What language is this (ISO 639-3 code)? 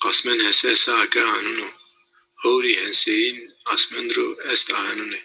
zza